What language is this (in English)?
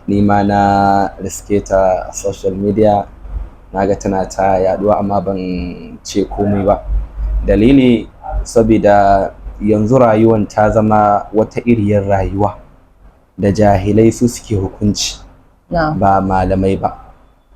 Hausa